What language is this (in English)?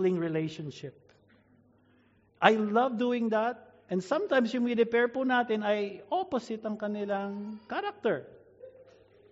Filipino